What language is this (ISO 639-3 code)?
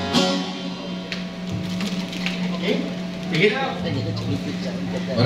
fil